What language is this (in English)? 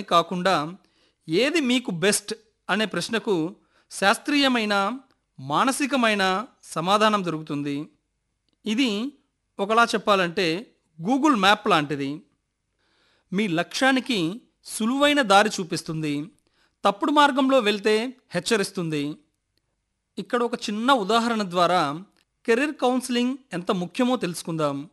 Telugu